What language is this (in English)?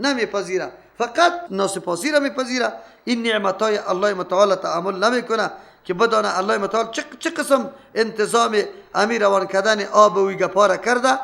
Persian